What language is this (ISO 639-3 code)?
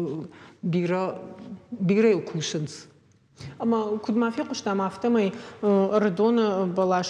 oss